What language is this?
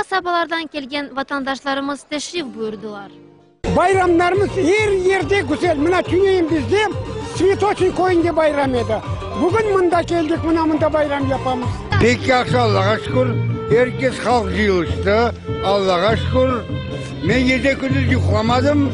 Crimean Tatar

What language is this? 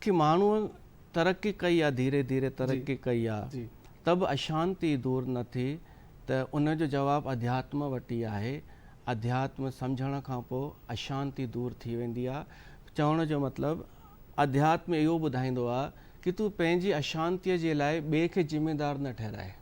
Sindhi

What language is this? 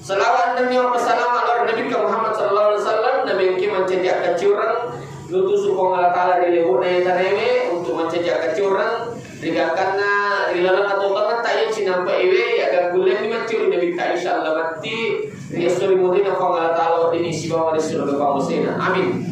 Buginese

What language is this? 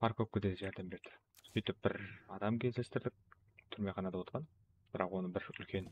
Kara-Kalpak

